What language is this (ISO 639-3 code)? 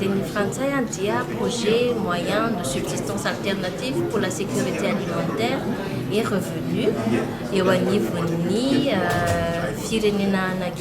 mlg